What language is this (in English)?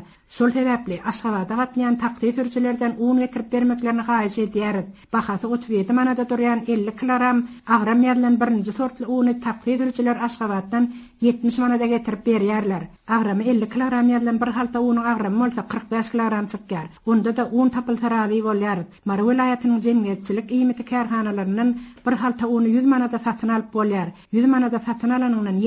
Turkmen